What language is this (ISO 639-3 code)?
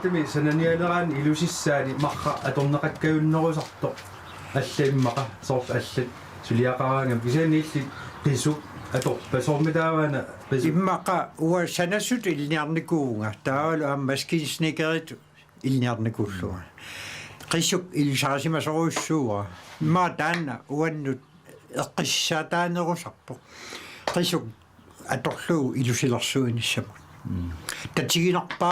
kal